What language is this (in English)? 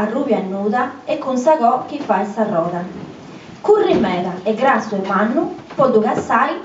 Sardinian